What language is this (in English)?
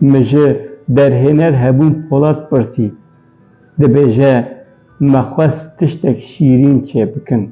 Kurdish